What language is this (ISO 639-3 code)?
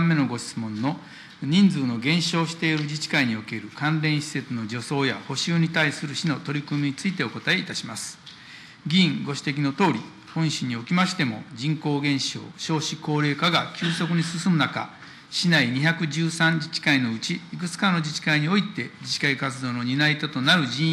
jpn